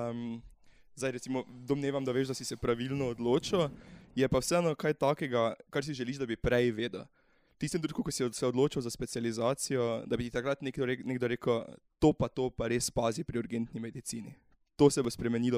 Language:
Slovenian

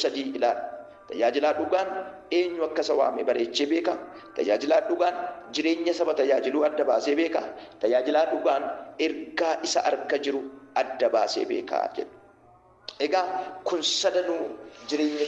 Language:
Oromo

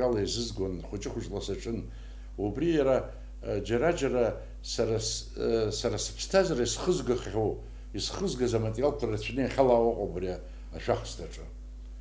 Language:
Abkhazian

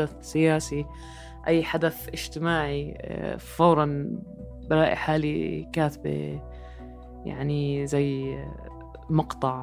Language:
North Levantine Arabic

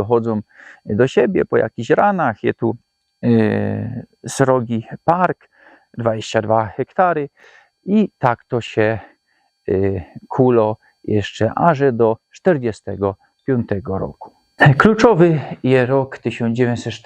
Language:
Silesian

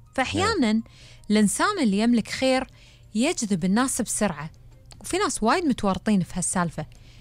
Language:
Gulf Arabic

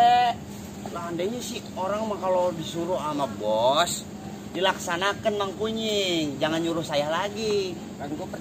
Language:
Betawi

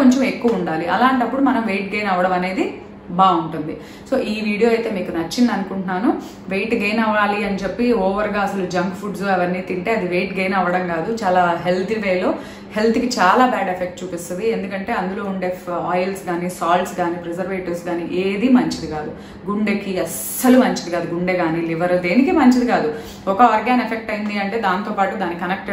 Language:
Telugu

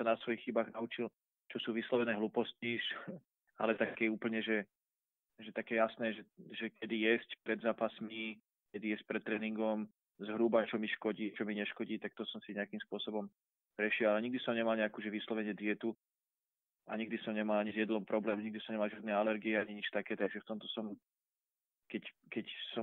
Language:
Slovak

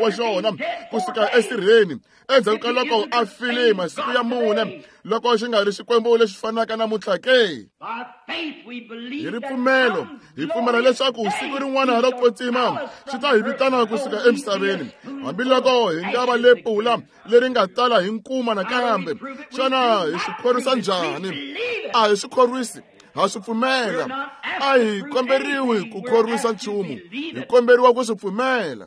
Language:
Tsonga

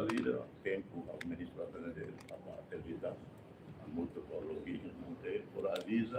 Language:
Tetum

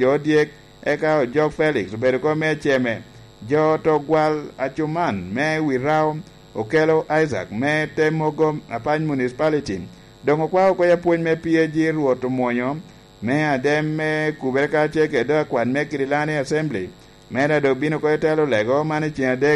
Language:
Lango (Uganda)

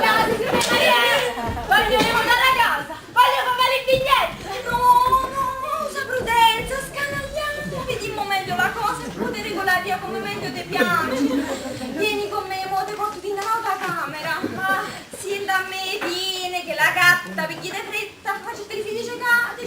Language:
Neapolitan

